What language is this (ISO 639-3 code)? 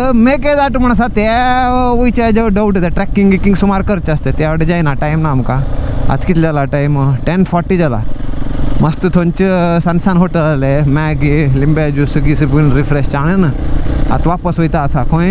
kok